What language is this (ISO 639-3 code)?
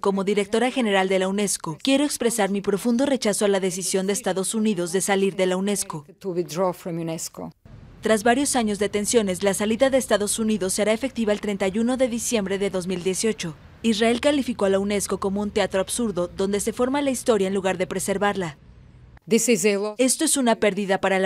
spa